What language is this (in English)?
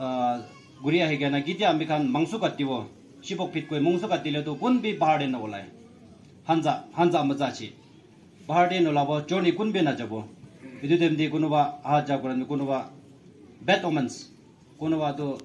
Naga Pidgin